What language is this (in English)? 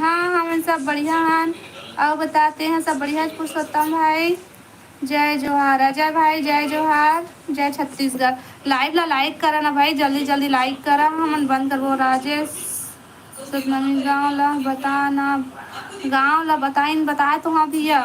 Chhattisgarhi